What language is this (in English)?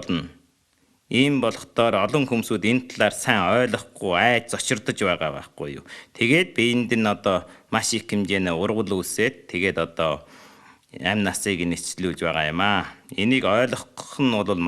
Mongolian